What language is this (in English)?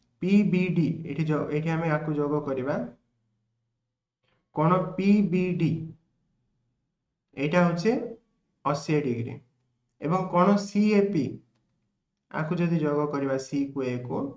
Odia